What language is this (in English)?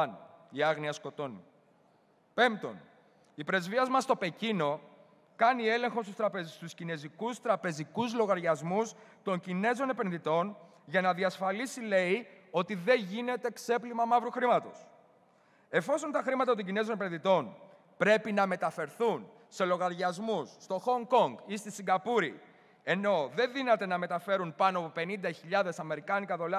Greek